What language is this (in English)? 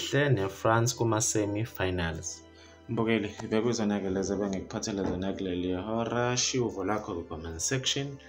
Zulu